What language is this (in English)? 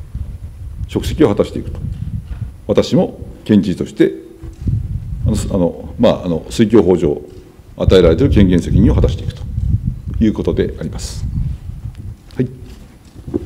Japanese